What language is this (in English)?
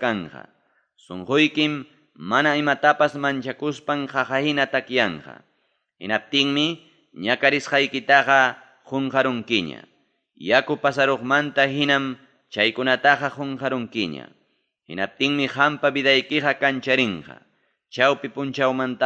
Ayacucho Quechua